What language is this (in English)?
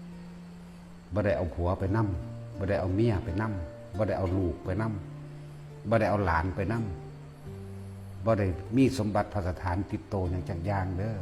Northeastern Thai